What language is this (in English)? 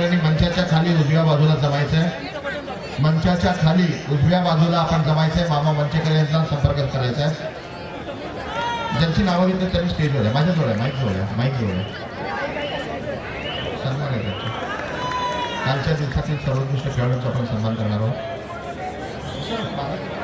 Marathi